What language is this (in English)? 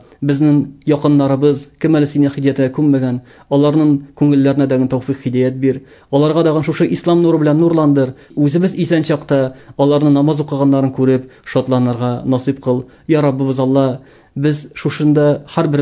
Tatar